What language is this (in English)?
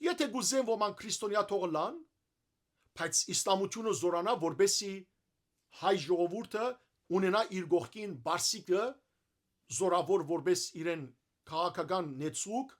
Western Armenian